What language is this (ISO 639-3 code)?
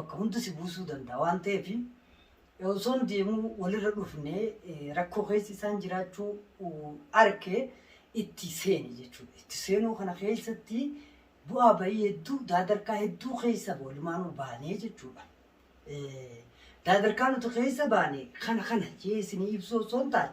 orm